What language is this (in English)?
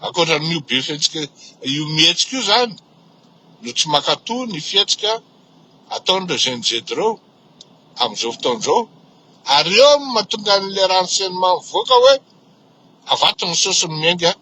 Malagasy